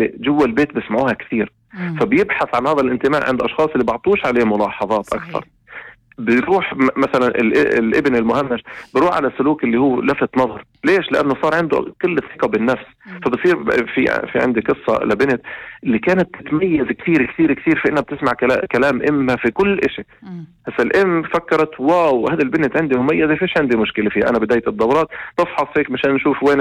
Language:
North Levantine Arabic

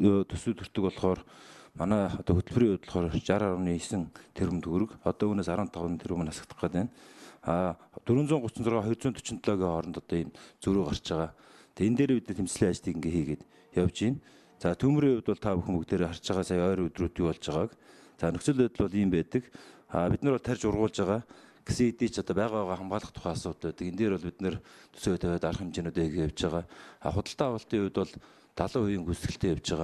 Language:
Mongolian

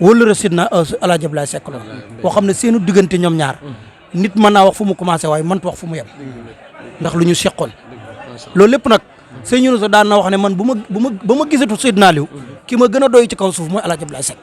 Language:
Wolof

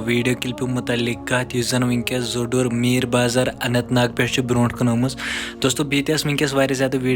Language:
Kashmiri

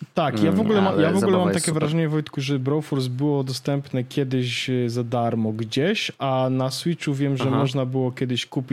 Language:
Polish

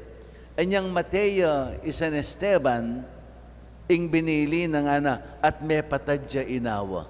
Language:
Pampanga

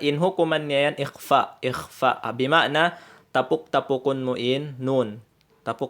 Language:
Tausug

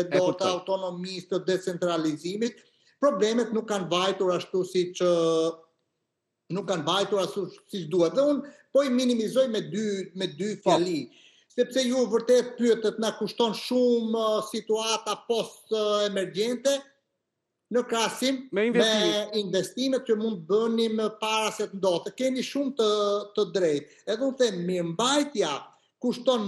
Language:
Albanian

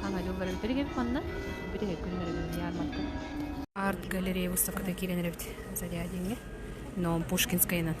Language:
Yakut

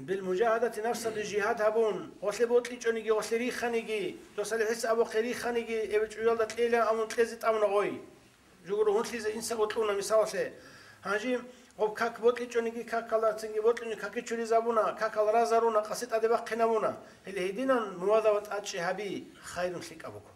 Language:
Avaric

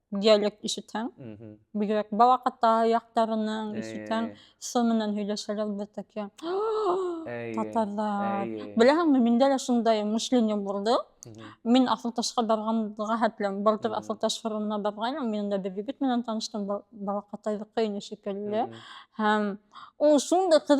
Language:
Bashkir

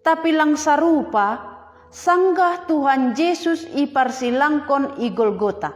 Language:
Batak Simalungun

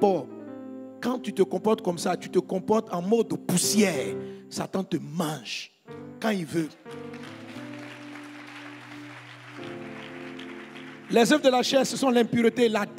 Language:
French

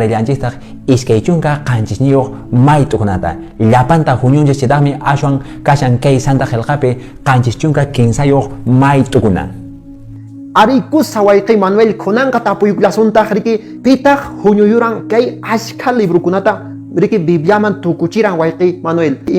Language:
Quechua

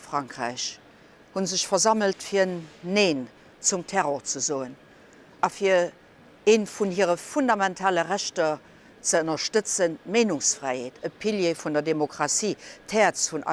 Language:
Luxembourgish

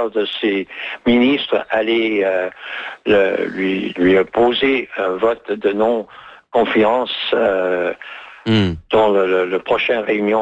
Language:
French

